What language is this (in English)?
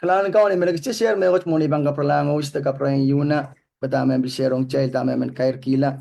Pohnpeian